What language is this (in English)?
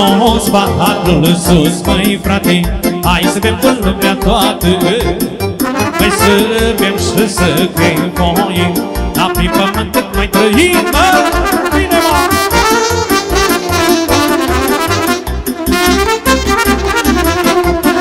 Romanian